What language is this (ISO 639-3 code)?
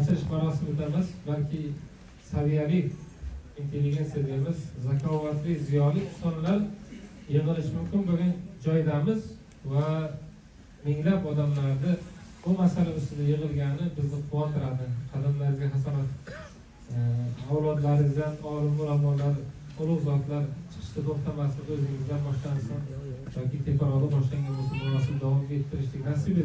uzb